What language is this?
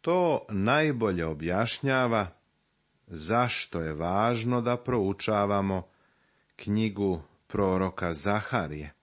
Serbian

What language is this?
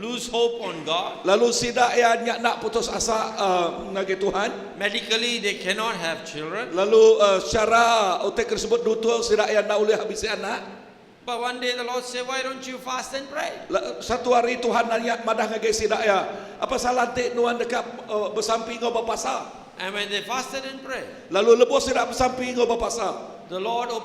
Iban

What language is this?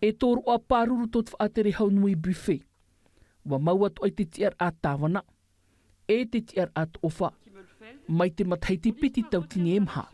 Tahitian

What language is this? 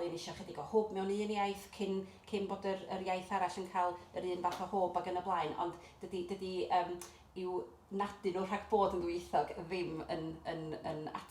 Welsh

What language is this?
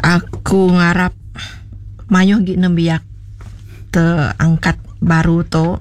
Iban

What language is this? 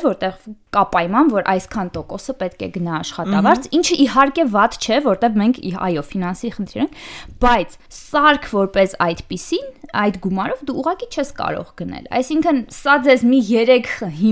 Armenian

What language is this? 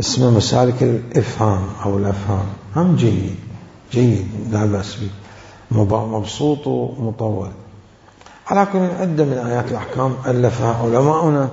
Mesopotamian Arabic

